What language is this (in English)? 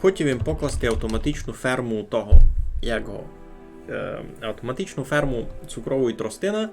Rusyn